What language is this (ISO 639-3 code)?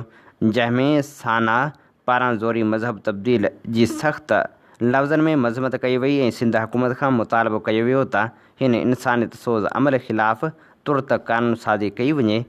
snd